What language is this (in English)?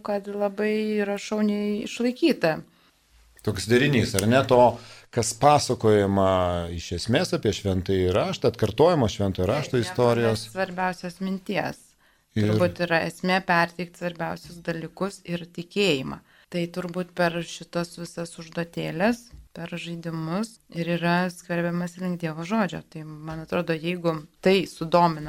Lithuanian